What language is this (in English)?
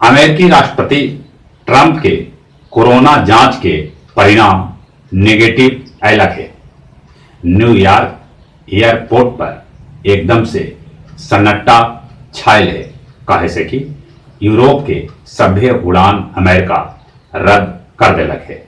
Magahi